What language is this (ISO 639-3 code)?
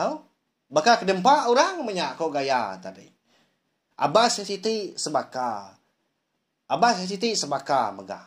iba